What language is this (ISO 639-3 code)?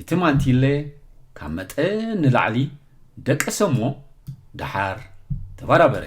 tir